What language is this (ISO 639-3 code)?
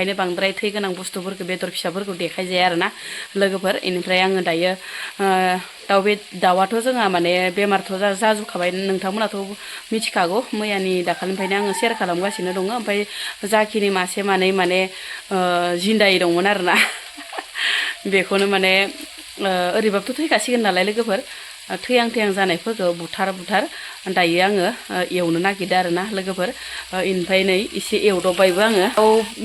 brx